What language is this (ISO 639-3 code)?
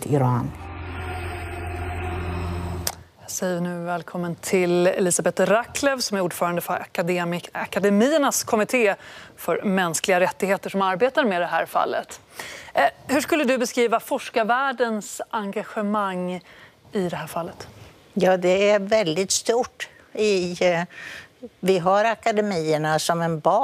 swe